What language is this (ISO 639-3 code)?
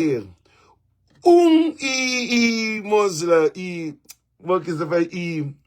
kea